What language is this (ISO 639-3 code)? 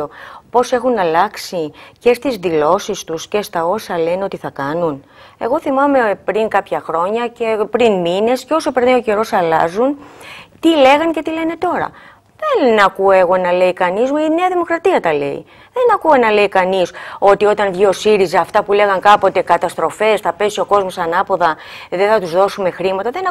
ell